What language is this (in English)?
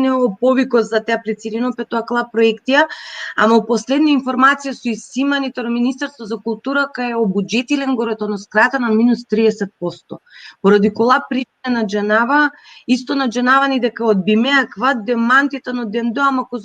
Balkan Romani